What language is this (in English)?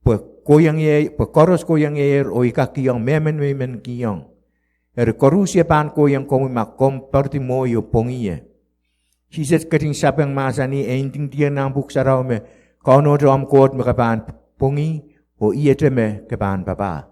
Pohnpeian